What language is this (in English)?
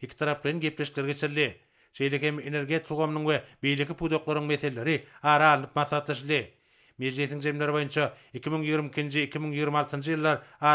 Turkmen